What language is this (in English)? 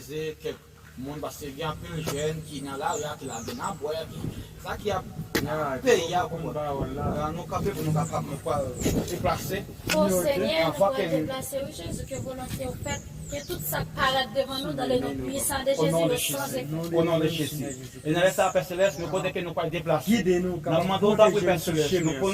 Haitian Creole